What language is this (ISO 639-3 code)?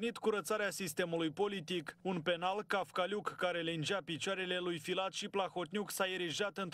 ron